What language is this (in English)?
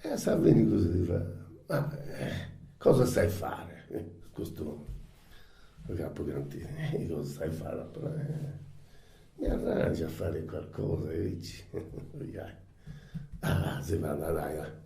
Sardinian